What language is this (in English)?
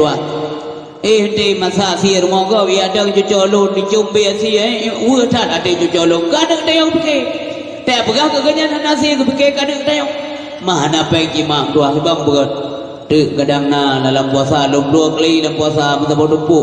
Achinese